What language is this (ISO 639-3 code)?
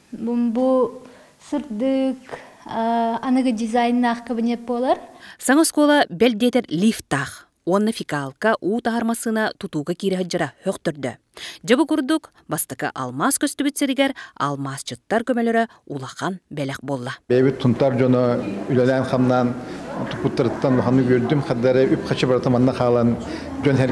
sah